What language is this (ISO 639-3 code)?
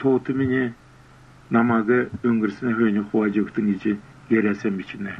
xal